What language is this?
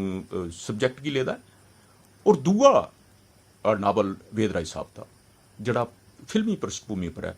Dogri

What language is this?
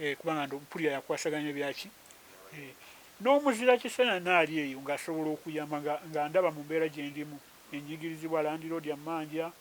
Ganda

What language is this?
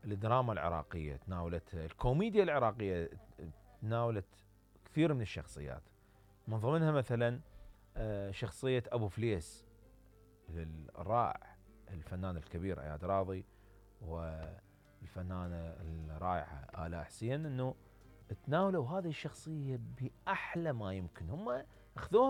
Mesopotamian Arabic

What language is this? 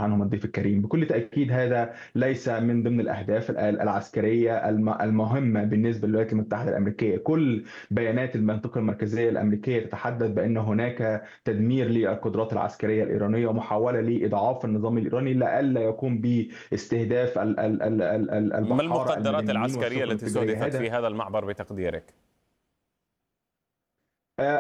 Arabic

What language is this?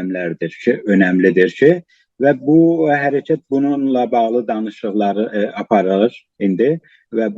South Azerbaijani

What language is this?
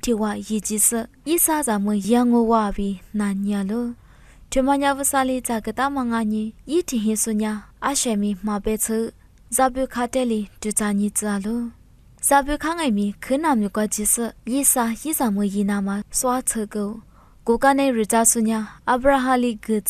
Lisu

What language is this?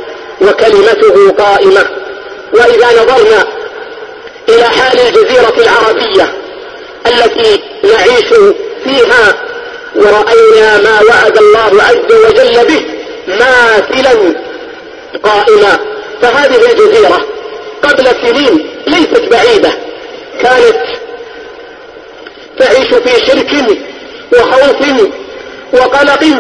Arabic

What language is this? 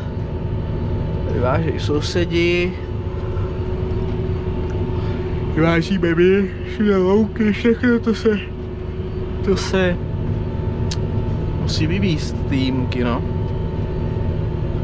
Czech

